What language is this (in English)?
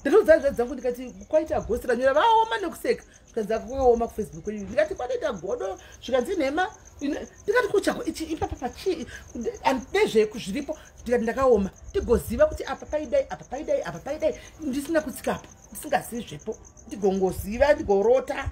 Shona